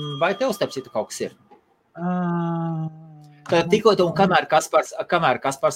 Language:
Latvian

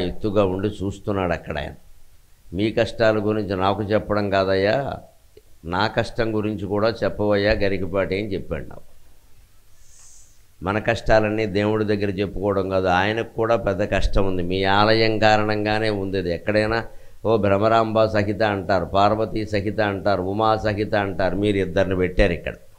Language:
Telugu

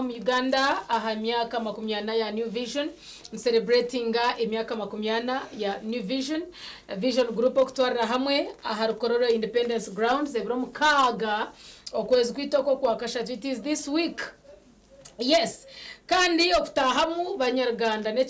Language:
Nyankole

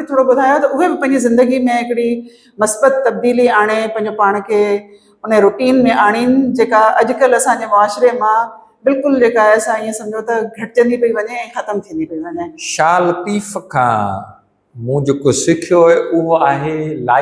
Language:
Sindhi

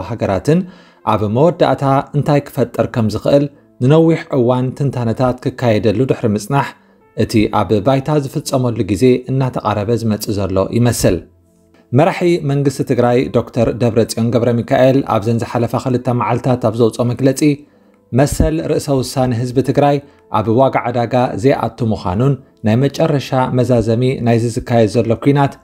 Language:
Tigrinya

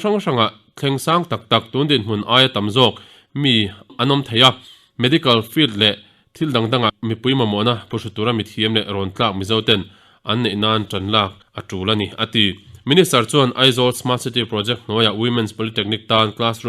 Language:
Mizo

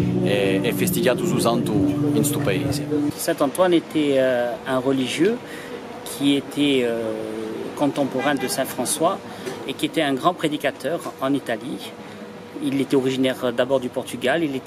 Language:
Corsican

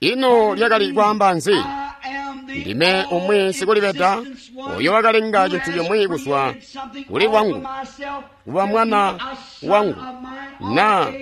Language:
Tonga (Zambia)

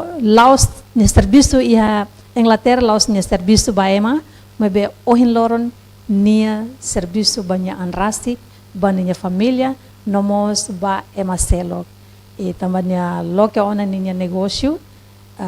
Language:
Tetum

